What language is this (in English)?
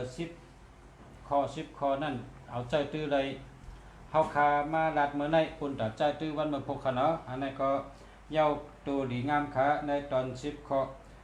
Shan